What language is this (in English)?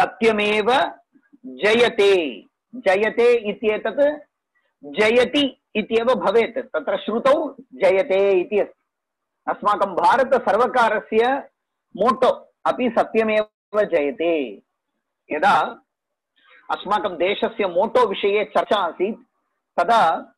Sanskrit